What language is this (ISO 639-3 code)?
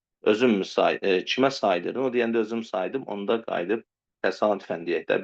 aze